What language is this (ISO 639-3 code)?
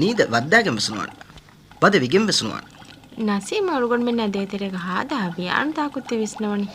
div